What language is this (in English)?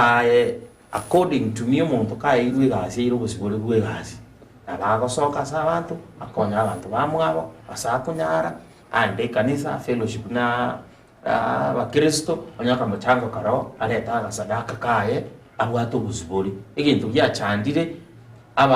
Gusii